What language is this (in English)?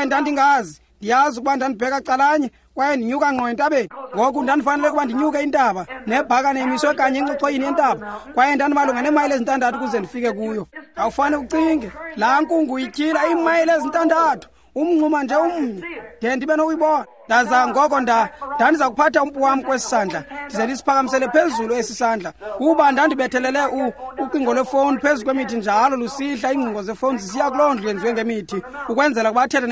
Xhosa